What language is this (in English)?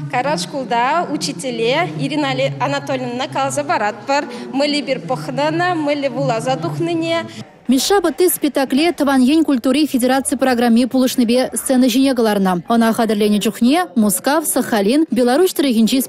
Chuvash